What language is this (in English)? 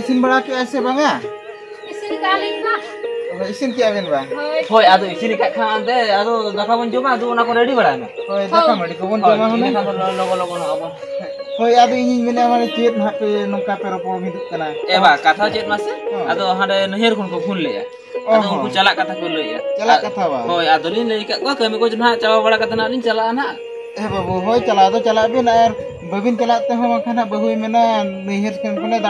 Santali